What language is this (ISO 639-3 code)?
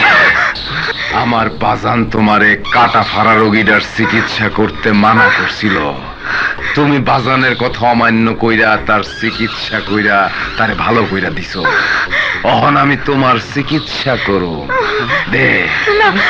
ben